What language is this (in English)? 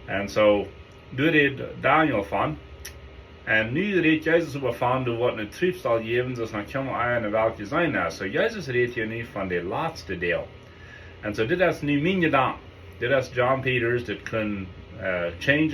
Plautdietsch